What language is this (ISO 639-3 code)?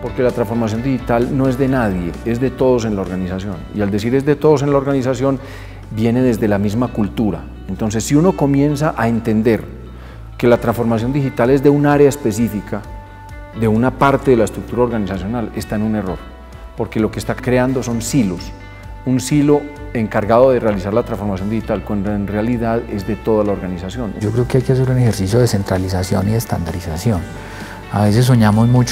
spa